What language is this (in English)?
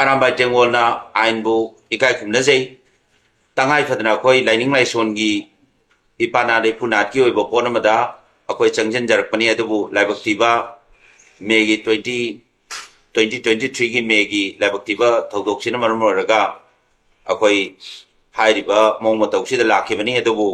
Manipuri